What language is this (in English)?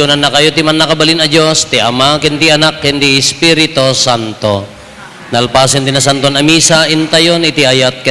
Iloko